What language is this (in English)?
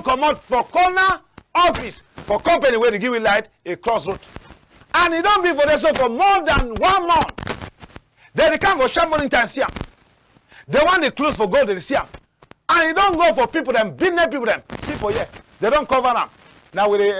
Cameroon Pidgin